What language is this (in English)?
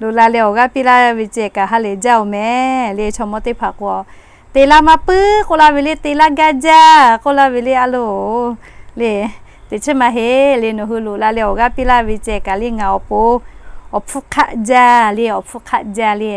Lahu